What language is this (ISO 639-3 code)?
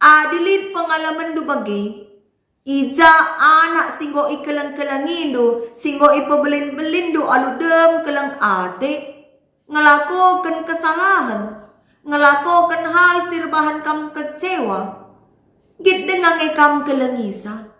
btx